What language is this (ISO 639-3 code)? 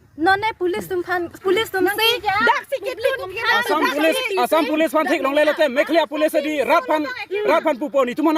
mjw